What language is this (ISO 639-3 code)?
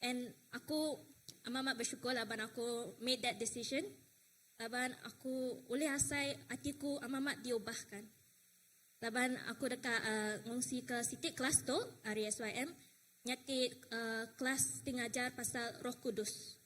iba